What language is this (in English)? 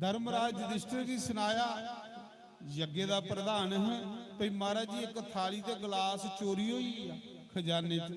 Dogri